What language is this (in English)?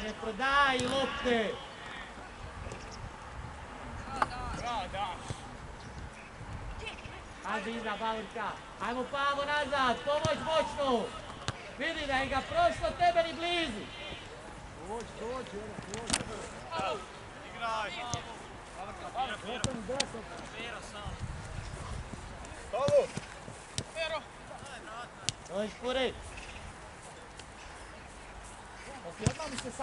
Croatian